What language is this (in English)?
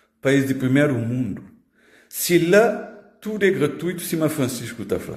Kabuverdianu